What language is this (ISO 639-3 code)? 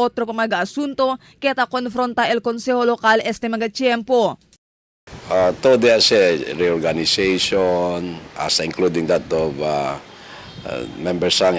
cbk